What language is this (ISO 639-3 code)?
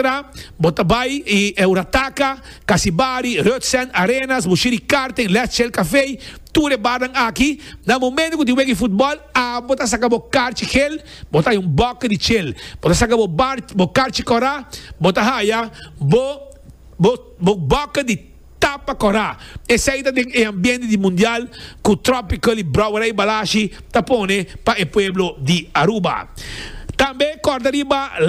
pap